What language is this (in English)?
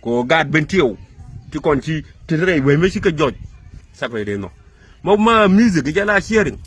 Nuer